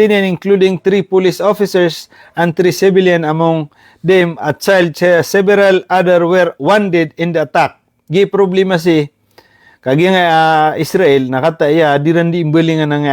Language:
Maranao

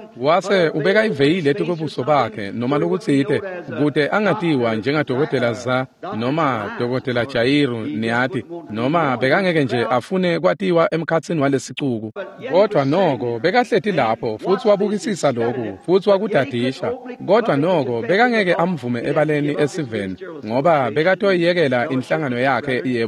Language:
Swati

